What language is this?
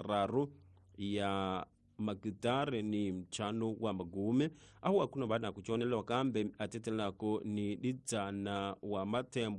Tsonga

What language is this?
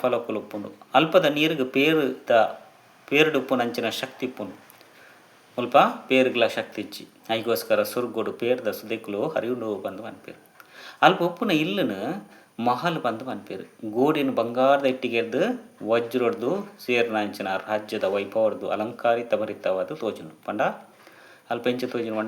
Tulu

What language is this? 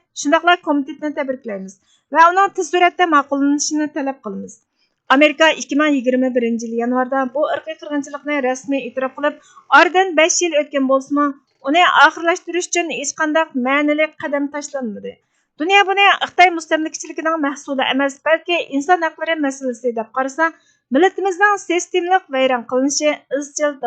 Uyghur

